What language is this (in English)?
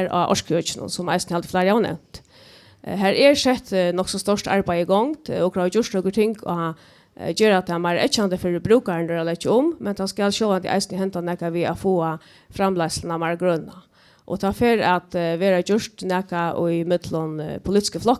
Faroese